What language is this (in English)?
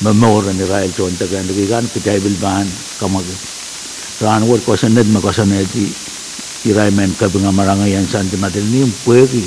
Pohnpeian